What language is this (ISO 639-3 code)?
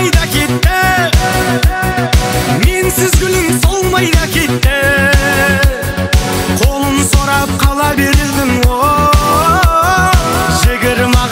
kaz